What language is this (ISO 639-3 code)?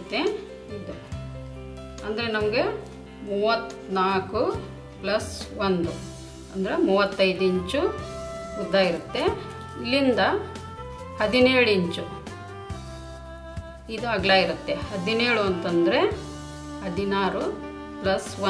kan